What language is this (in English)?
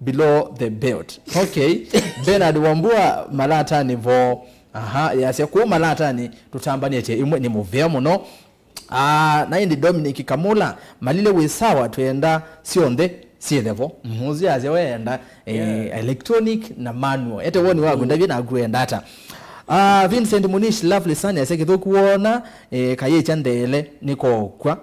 Kamba